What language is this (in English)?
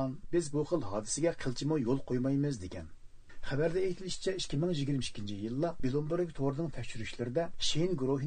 Uyghur